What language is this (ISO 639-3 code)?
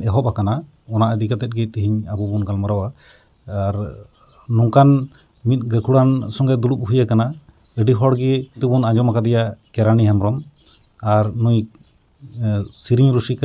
sat